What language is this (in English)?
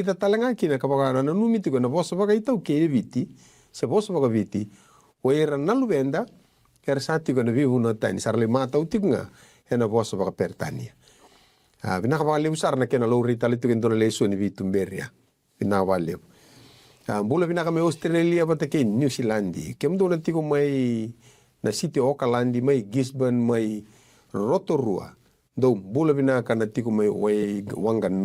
Fijian